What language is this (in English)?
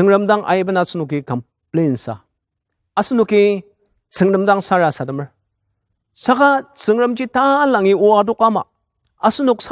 Ao Naga